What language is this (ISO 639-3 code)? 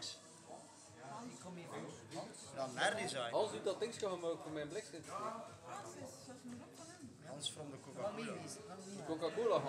nld